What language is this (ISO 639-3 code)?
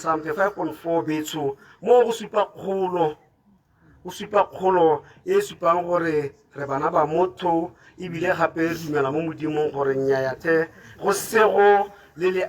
tsn